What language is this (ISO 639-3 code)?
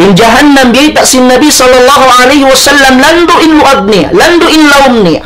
tsg